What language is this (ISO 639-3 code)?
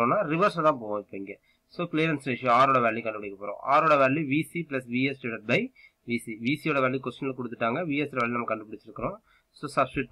tam